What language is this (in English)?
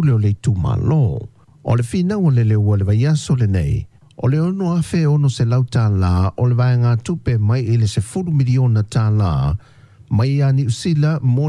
Samoan